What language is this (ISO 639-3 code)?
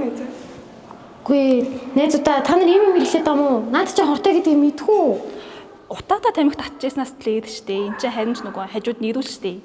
mon